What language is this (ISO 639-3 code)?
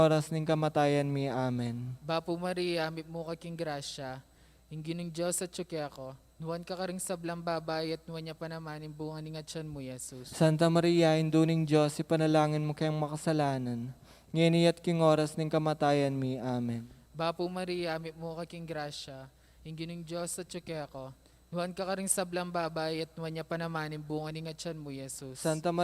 pam